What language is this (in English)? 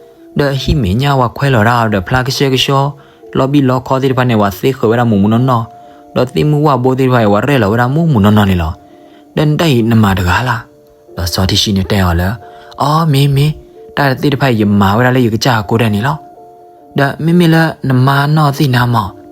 S'gaw Karen